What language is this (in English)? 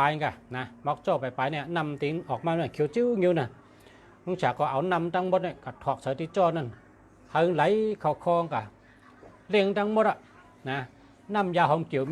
Shan